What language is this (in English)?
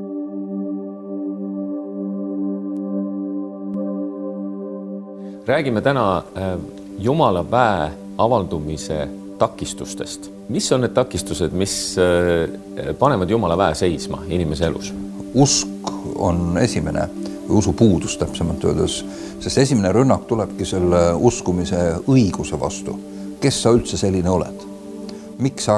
Estonian